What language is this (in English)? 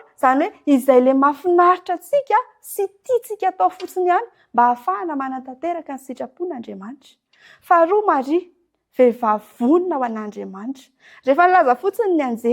Malagasy